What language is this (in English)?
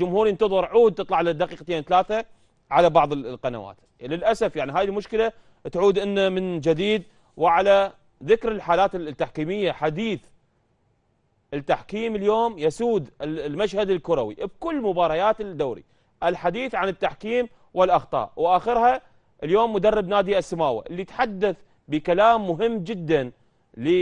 Mesopotamian Arabic